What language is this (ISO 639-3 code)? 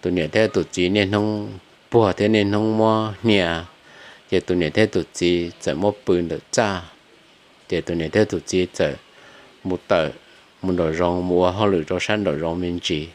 hmn